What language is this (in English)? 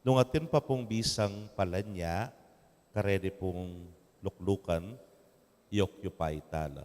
Pampanga